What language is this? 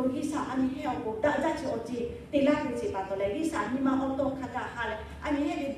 Lahu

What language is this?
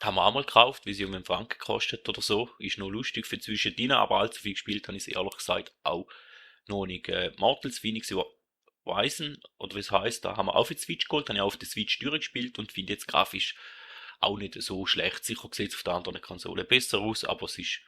Swiss German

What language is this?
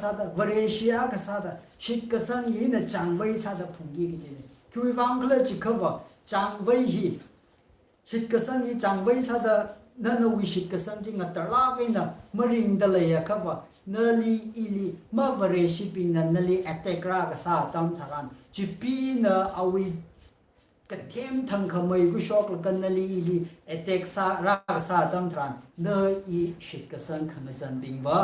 Tangkhul Naga (India)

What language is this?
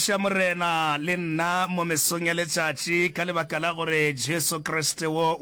Northern Sotho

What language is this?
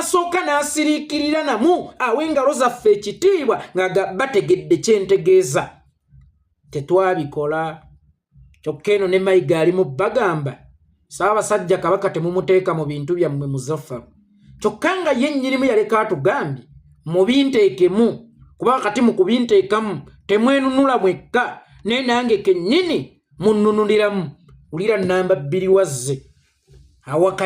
Ganda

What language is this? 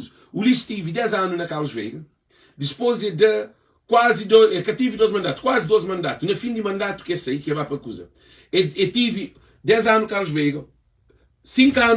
Kabuverdianu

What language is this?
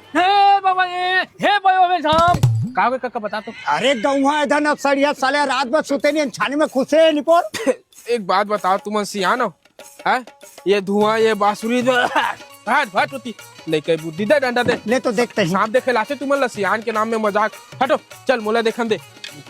Chhattisgarhi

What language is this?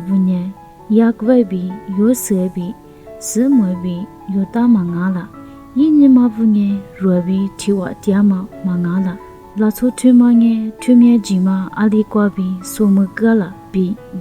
Lisu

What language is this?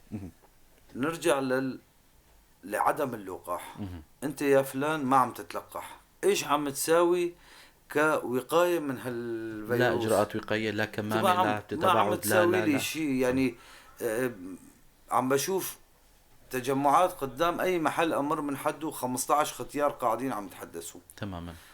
North Levantine Arabic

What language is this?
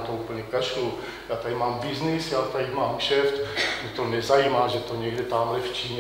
Czech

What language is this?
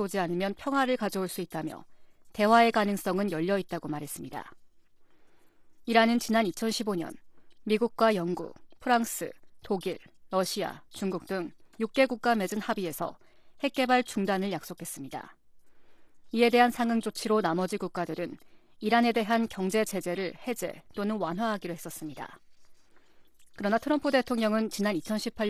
Korean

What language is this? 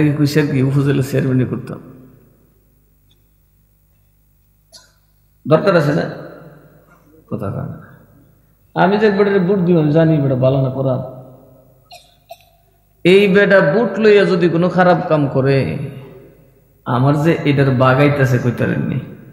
Bangla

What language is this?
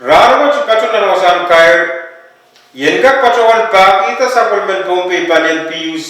Pohnpeian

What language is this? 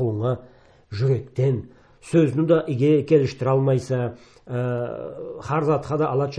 Karachay-Balkar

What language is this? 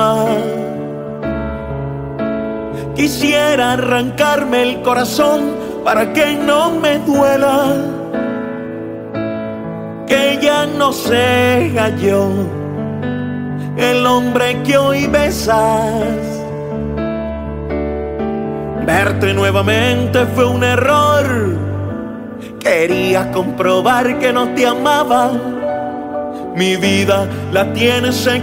Spanish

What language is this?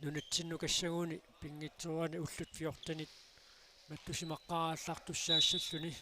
Kalaallisut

